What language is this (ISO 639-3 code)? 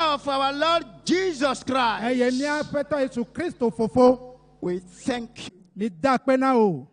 ewe